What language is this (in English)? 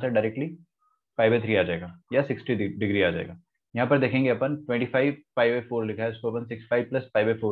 Hindi